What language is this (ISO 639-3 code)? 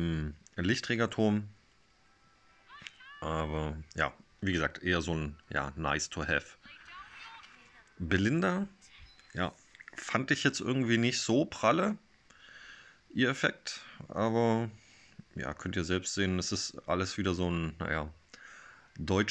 deu